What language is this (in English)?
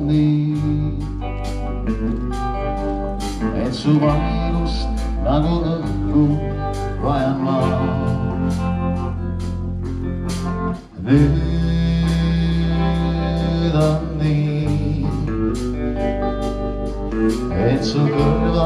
Estonian